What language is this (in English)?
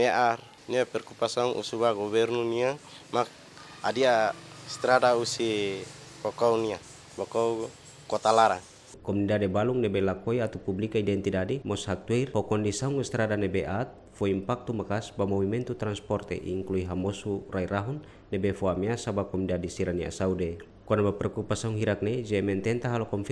Tetum